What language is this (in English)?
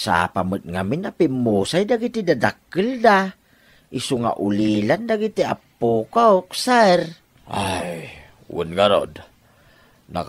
Iloko